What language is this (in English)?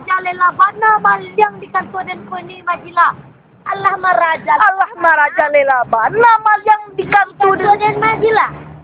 Minangkabau